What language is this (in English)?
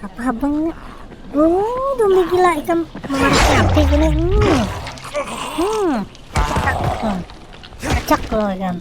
Banjar